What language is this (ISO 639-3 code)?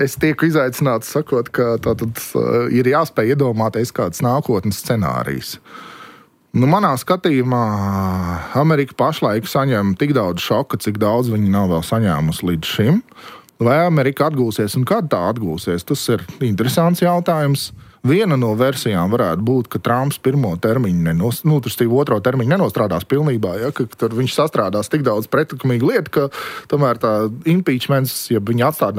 lav